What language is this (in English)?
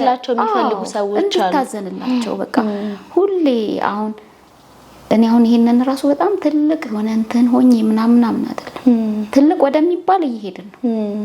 Amharic